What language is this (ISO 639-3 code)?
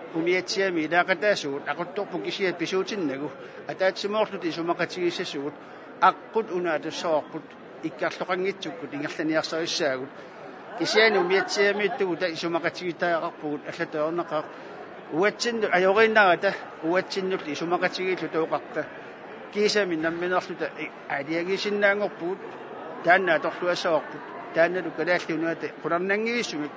kal